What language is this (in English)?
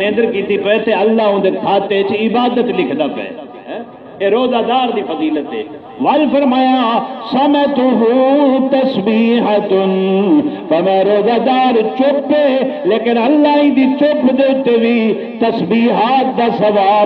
Saraiki